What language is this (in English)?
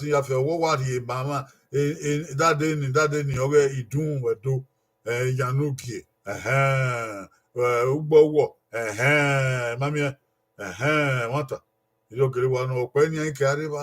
Bini